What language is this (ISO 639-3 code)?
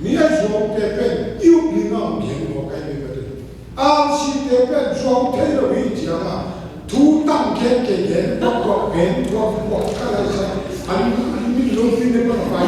ctd